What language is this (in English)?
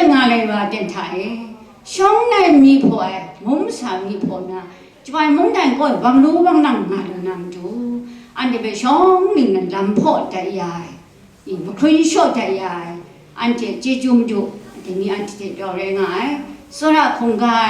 Kachin